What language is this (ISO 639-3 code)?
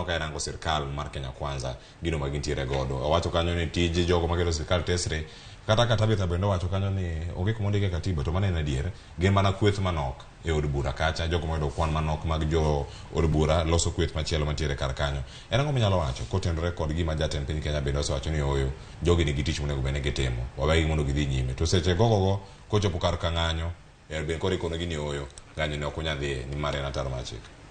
luo